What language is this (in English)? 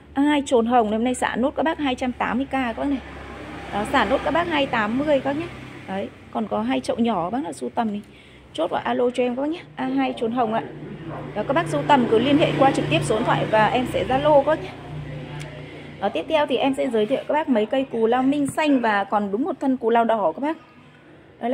Vietnamese